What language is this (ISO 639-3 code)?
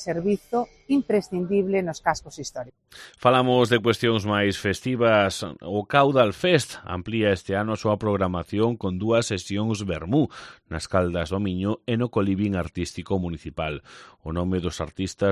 glg